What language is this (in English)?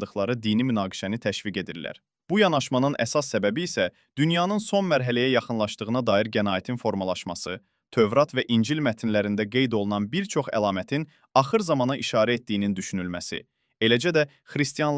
Azerbaijani